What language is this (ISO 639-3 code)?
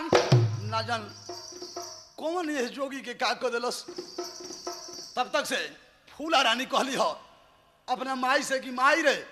bho